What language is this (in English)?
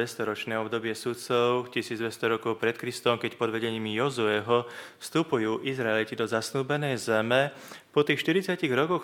Slovak